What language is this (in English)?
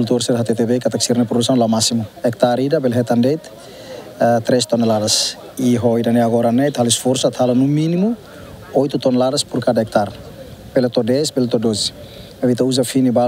Tetum